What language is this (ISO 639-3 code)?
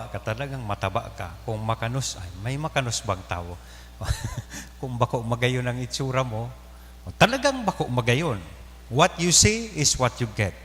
bik